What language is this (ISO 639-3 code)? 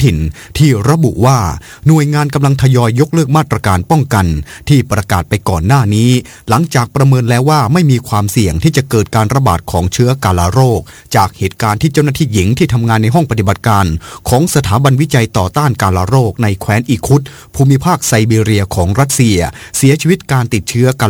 tha